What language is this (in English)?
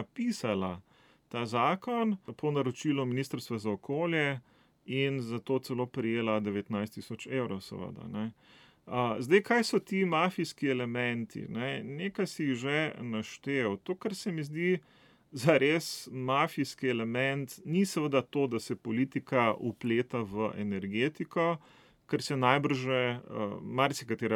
Slovenian